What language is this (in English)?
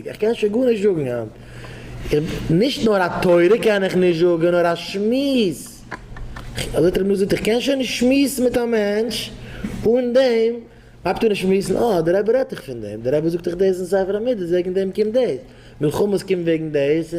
Yiddish